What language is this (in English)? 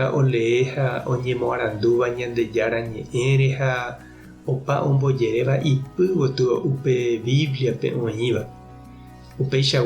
Guarani